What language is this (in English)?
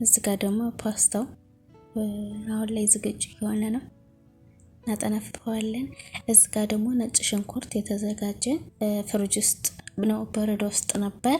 Amharic